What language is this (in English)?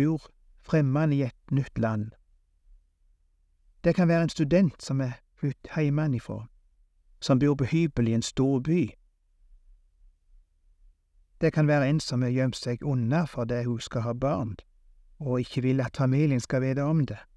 Norwegian